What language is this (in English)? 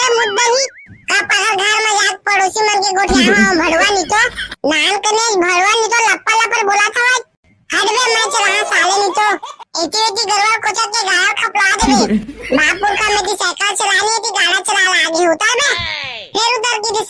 Chhattisgarhi